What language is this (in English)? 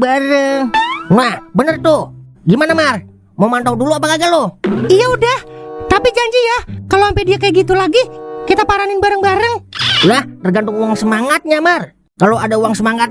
Betawi